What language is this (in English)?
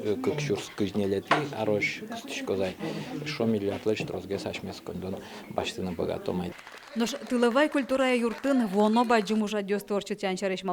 Udmurt